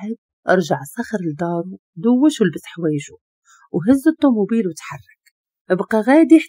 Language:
Moroccan Arabic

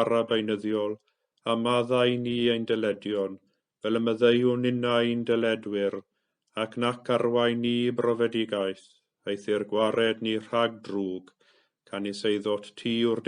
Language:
Welsh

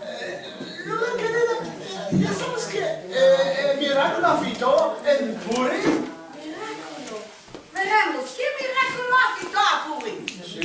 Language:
Ladino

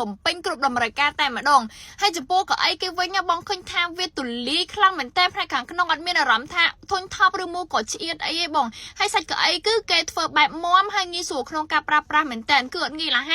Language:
Khmer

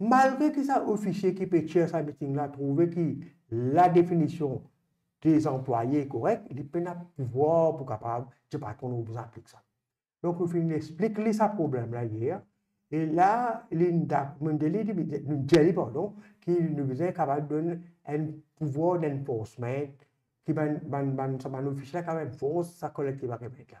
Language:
Morisyen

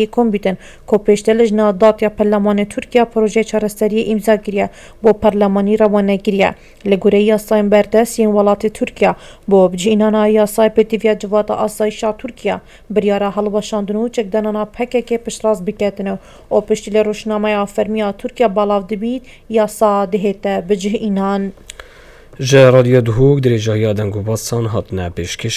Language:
Kurdish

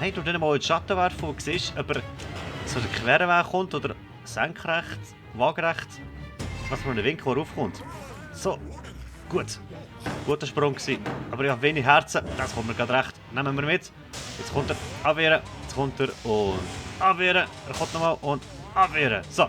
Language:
Swiss German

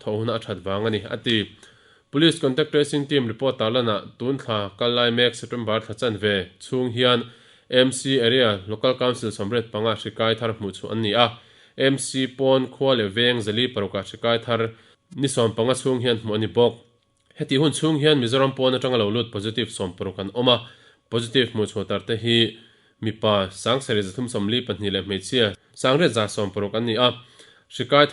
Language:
Mizo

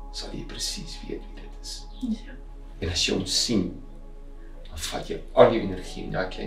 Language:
Afrikaans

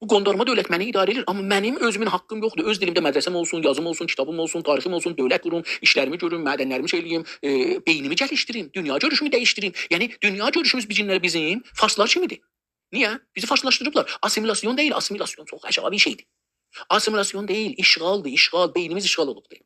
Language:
South Azerbaijani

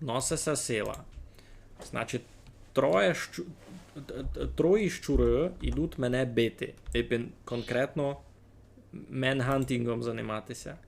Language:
Rusyn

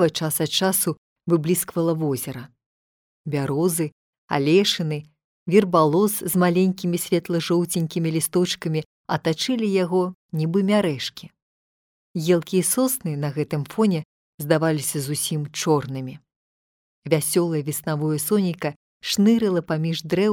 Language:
Belarusian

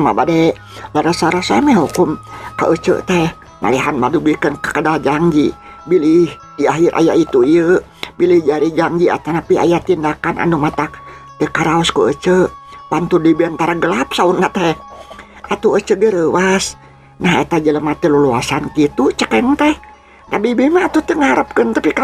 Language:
Sundanese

